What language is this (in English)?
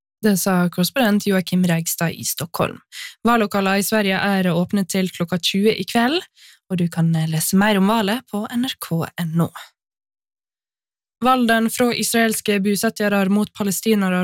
Norwegian